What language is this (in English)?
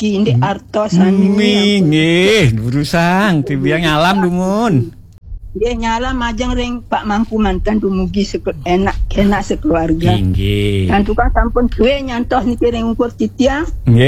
Balinese